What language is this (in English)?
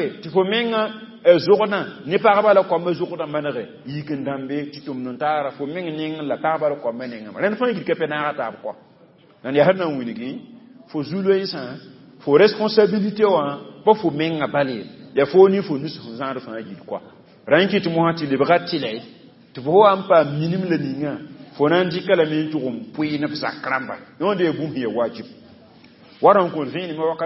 Mossi